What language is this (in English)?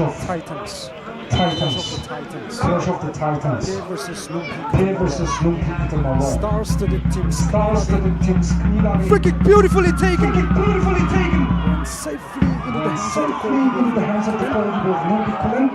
Tangkhul Naga (India)